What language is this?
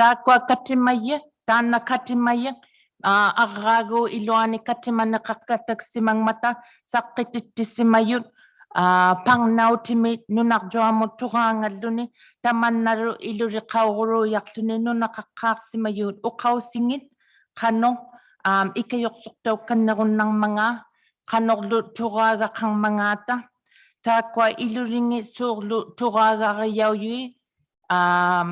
Inuktitut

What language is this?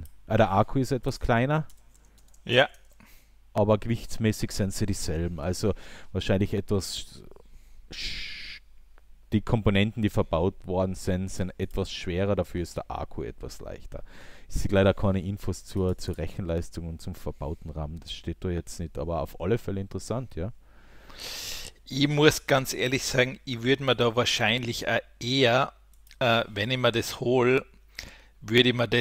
German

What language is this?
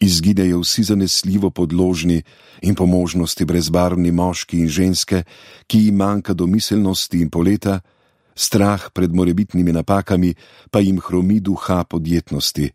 Slovenian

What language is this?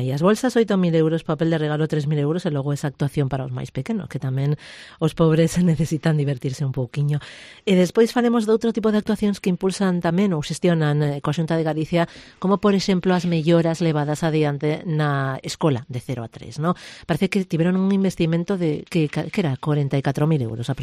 Galician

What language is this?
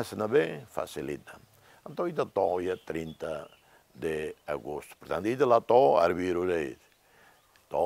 Tetum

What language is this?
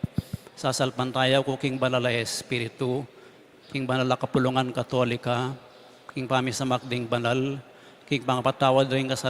Pampanga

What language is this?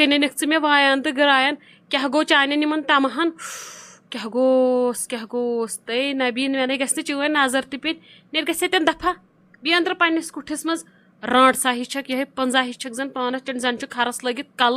Kashmiri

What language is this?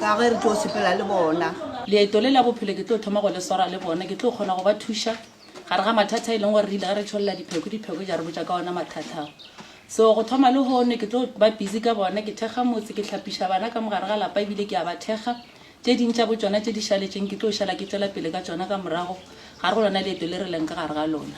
Northern Sotho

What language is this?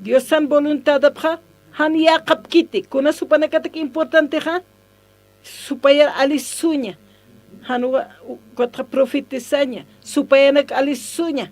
Aymara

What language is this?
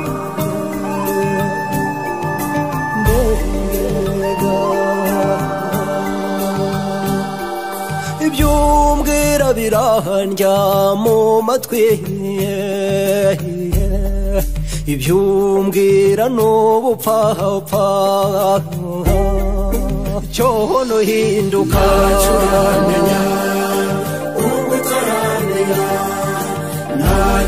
Kinyarwanda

